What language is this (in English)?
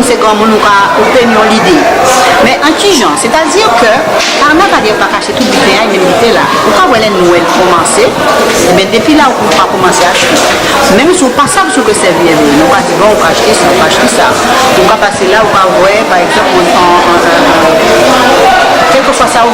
Guadeloupean Creole French